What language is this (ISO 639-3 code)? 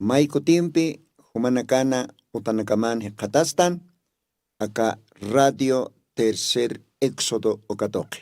aym